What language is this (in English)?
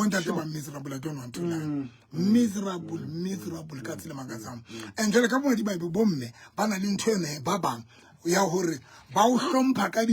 Southern Sotho